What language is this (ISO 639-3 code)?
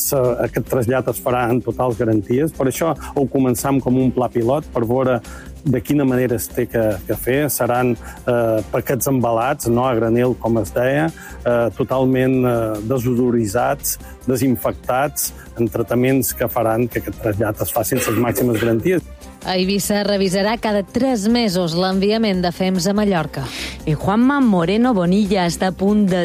cat